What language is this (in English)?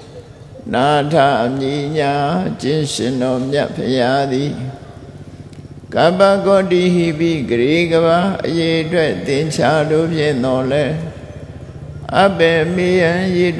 Burmese